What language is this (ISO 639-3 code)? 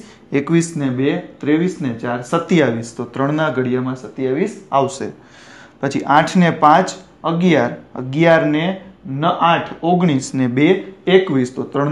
guj